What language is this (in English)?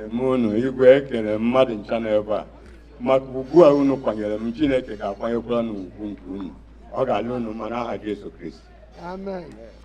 Igbo